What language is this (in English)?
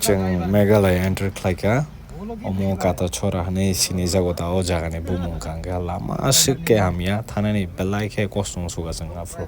Kok Borok